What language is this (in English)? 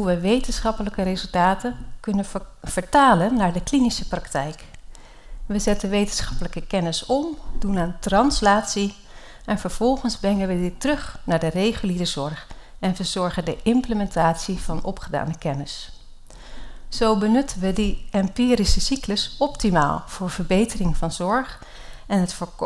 Dutch